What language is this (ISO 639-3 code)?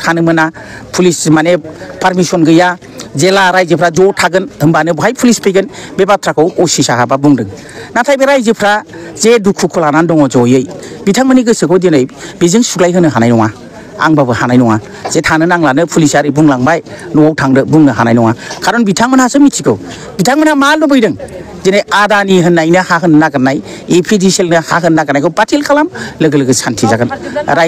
brx